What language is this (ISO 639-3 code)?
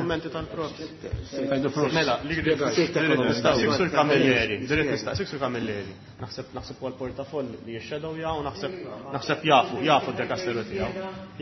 mlt